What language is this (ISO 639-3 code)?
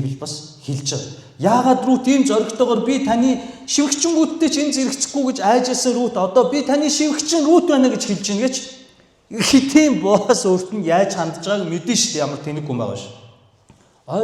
mon